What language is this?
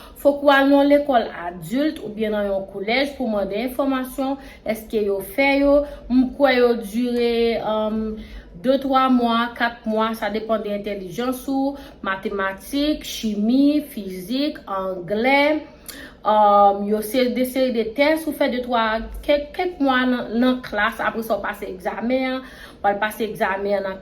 Haitian Creole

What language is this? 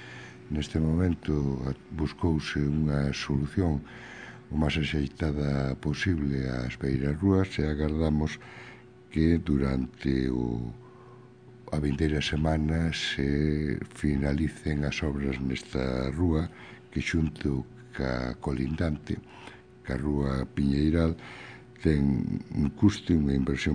Galician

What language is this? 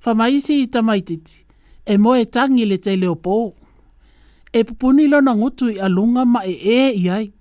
Samoan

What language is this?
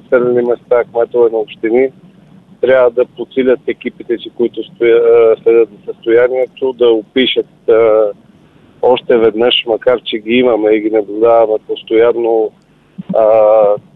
Bulgarian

